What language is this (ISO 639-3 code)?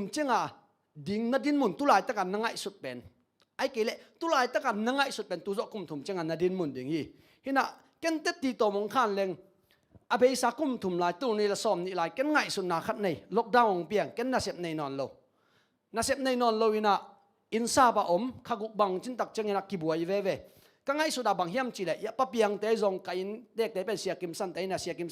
ctd